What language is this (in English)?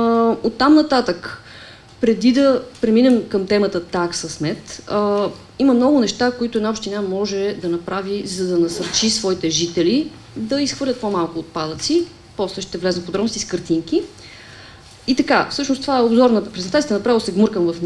Bulgarian